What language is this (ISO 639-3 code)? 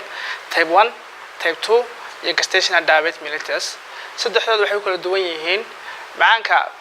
som